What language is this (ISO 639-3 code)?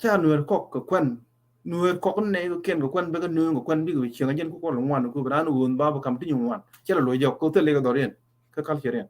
nus